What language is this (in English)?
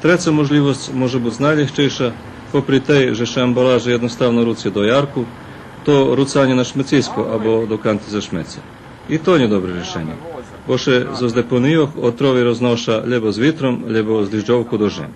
Rusyn